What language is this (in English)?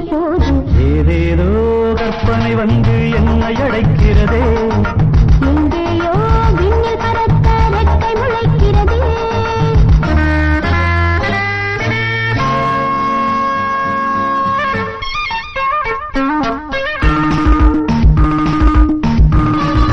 Tamil